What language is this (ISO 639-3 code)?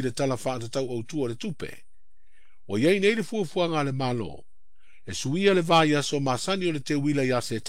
smo